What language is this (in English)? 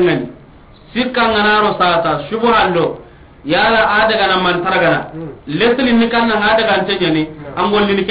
Soninke